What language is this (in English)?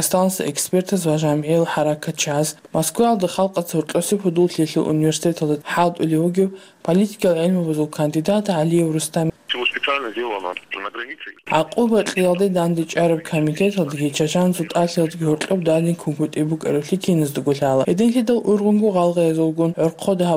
Avaric